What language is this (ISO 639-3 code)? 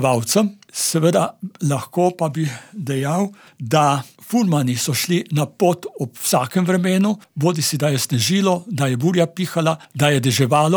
slv